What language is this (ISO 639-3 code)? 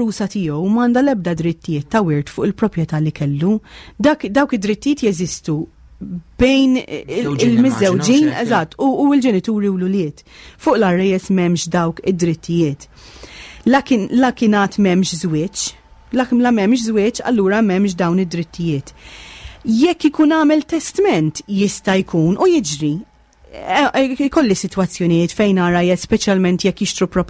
mlt